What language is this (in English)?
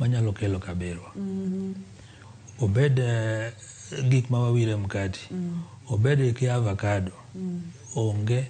Luo (Kenya and Tanzania)